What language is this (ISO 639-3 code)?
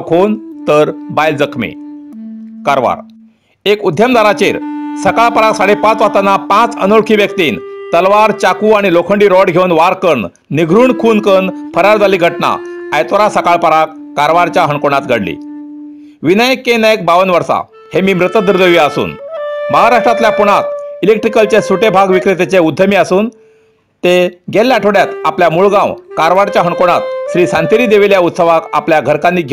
kok